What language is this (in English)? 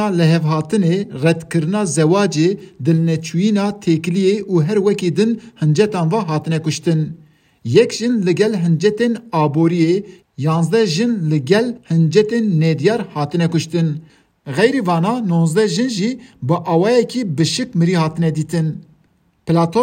Kurdish